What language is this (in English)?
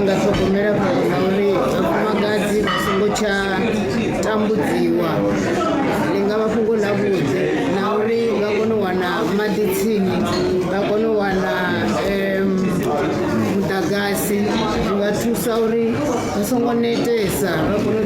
Venda